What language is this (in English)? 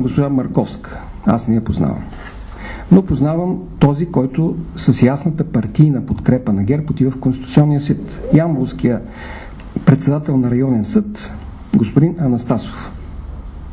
Bulgarian